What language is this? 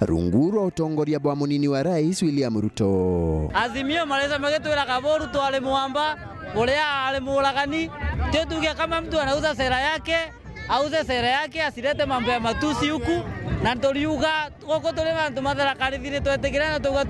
Meru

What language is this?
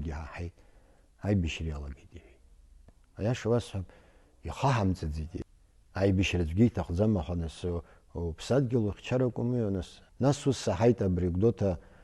Abkhazian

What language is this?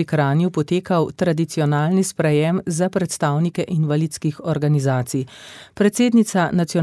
Slovenian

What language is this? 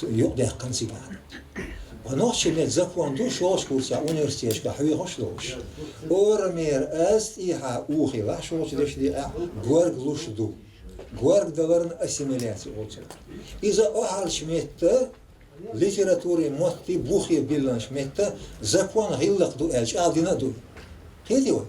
Chechen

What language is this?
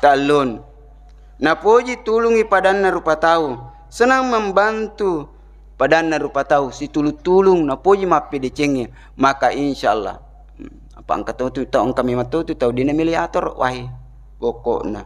Buginese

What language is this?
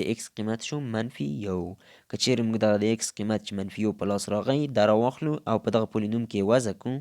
Pashto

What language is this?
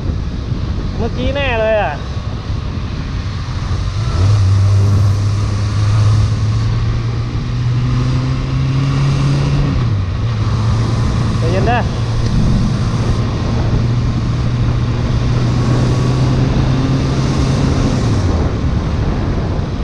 Thai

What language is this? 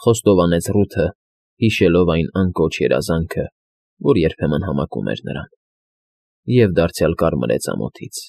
Armenian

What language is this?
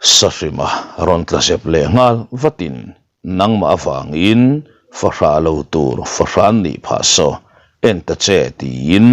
Mizo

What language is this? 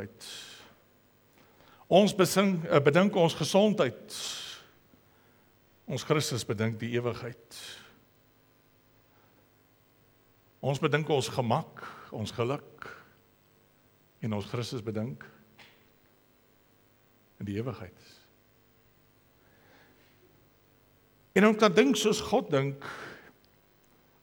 Afrikaans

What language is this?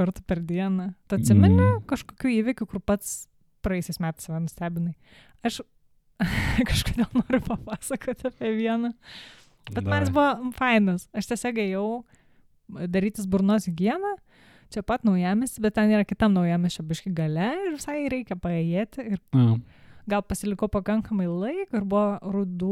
Lithuanian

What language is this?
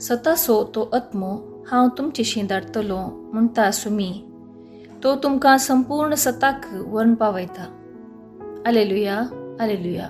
Konkani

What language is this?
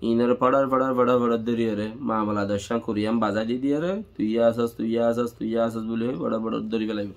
Rohingya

